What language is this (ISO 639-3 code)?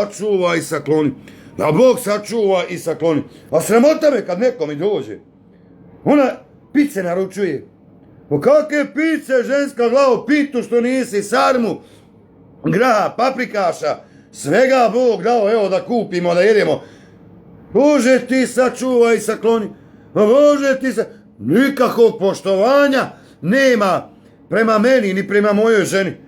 bos